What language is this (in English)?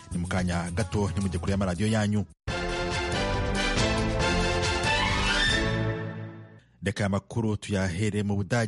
Kinyarwanda